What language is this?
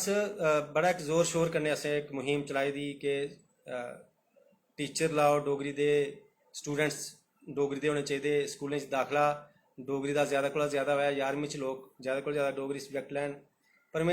Dogri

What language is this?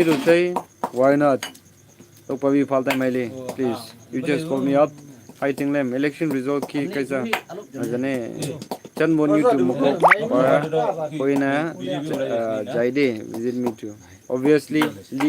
Naga Pidgin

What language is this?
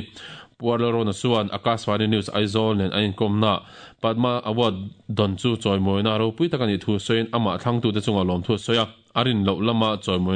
Mizo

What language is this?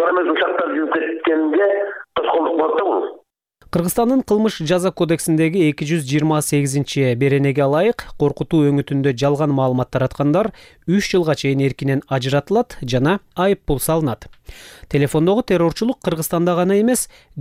Kyrgyz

